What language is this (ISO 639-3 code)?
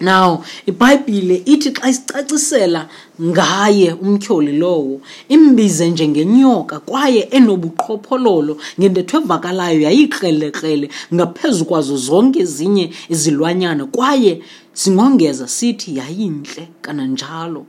xho